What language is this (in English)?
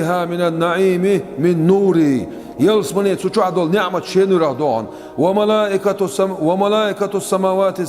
Chechen